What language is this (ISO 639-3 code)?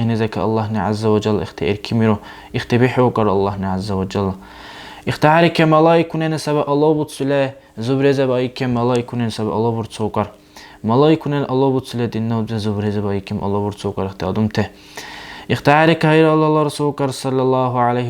dar